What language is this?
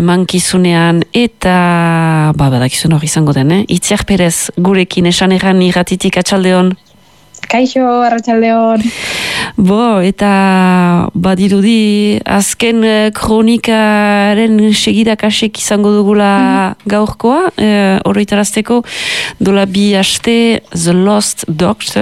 Basque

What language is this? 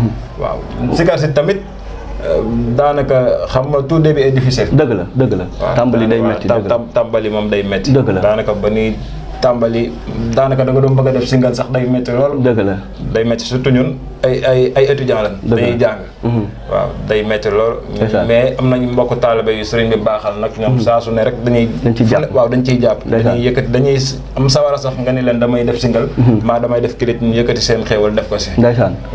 Wolof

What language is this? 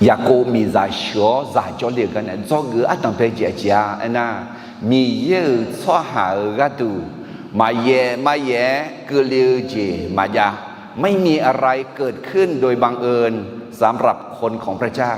Akha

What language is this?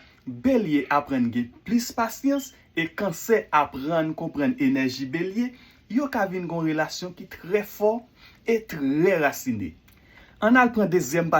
Haitian Creole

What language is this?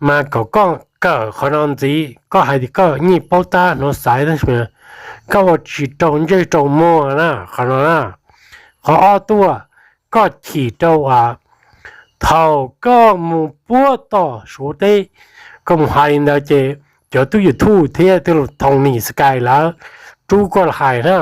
Hmong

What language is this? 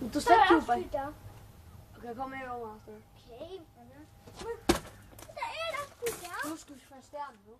Faroese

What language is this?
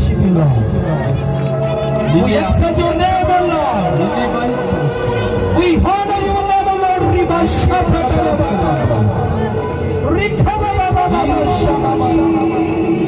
Telugu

